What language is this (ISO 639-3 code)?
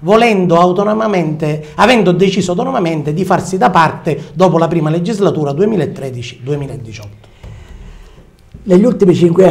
ita